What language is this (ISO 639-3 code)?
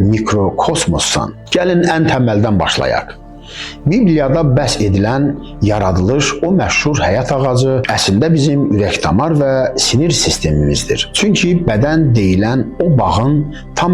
aze